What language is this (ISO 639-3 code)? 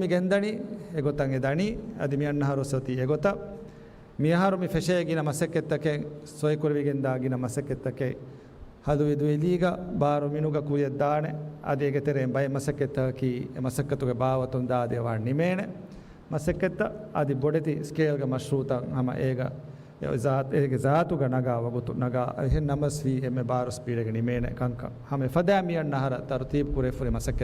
div